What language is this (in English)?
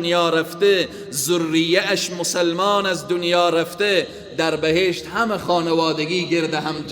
Persian